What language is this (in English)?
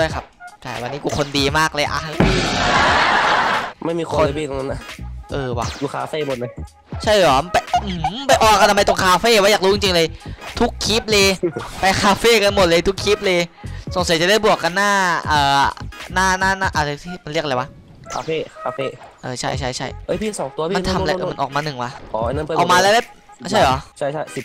Thai